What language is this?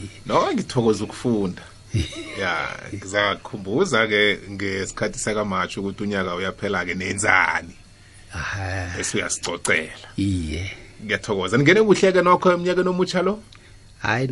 South Ndebele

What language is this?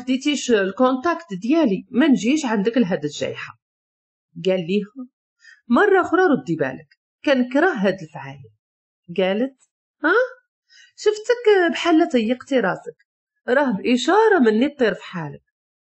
Moroccan Arabic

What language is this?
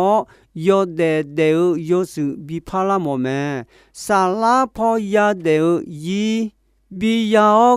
Akha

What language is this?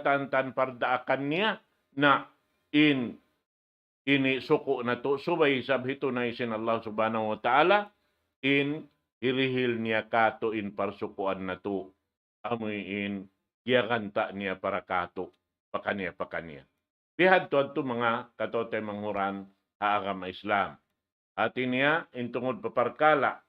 Tausug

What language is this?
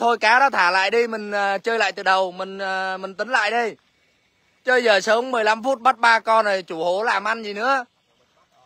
Vietnamese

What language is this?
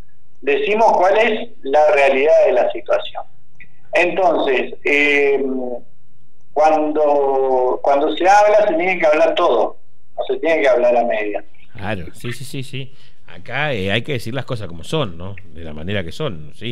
Spanish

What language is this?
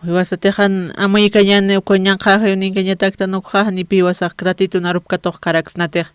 Aymara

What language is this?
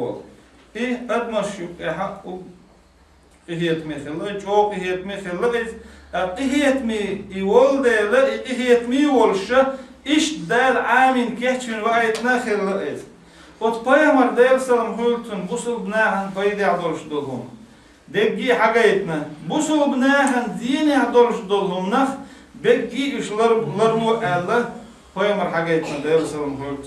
Chechen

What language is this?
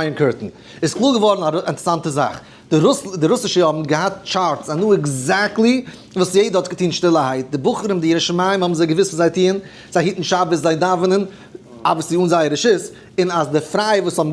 Yiddish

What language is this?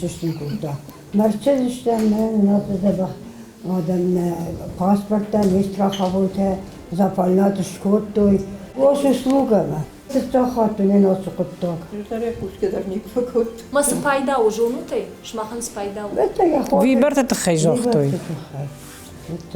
Ossetic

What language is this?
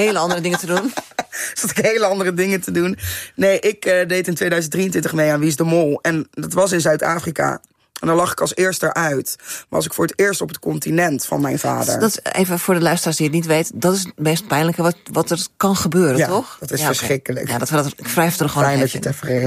Dutch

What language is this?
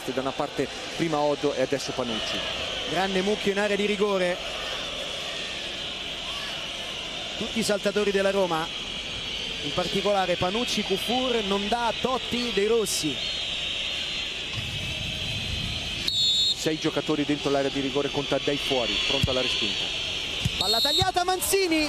Italian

